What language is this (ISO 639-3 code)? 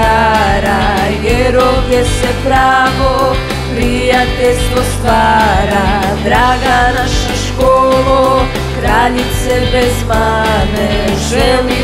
hrv